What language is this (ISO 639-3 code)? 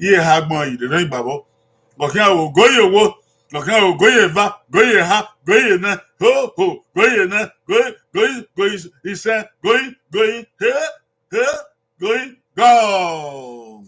bin